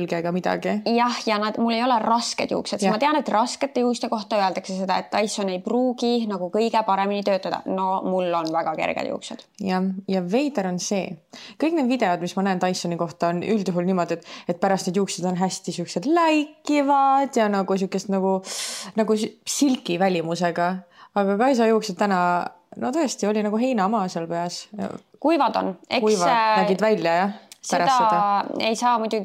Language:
Estonian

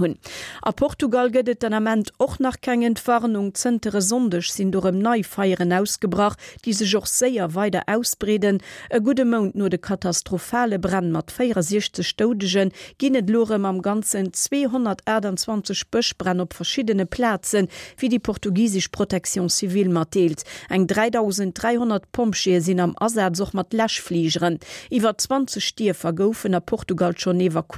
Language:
Luxembourgish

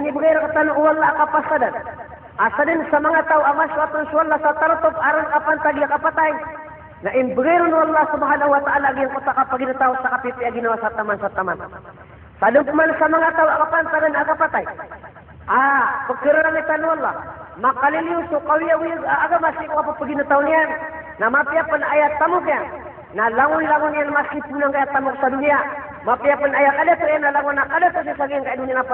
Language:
Maranao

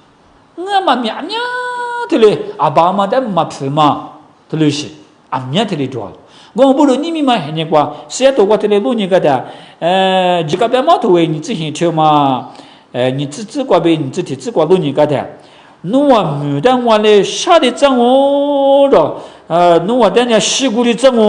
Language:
Lisu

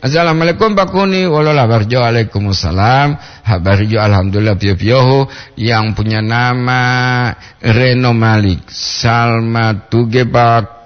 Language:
Gorontalo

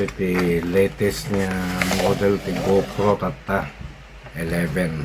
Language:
Iloko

